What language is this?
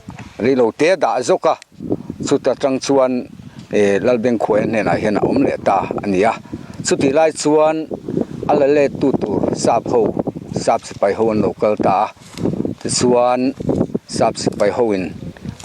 Mizo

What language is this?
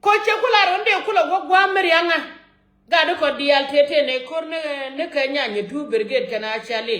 Nuer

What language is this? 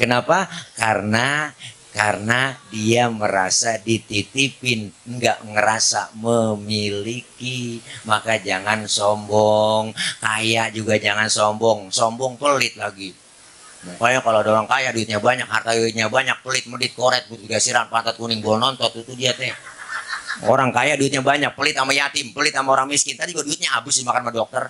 Betawi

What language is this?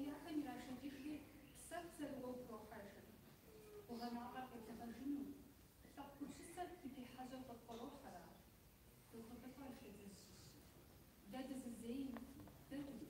Kabardian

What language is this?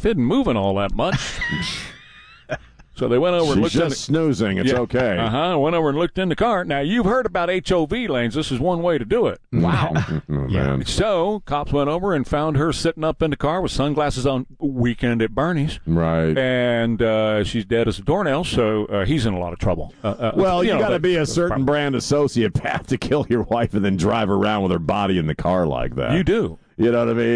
English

